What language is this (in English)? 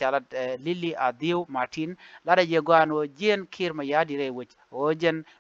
Nuer